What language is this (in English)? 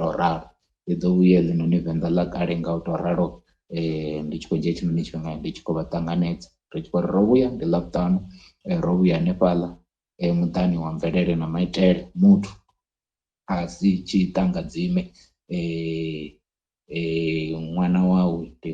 Venda